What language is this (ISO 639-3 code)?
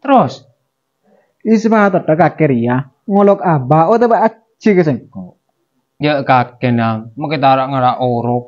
mad